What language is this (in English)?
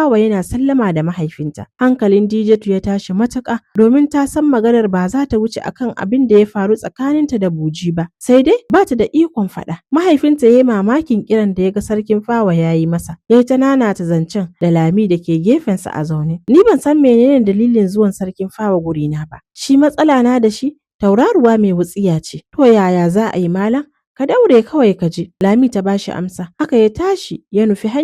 Hausa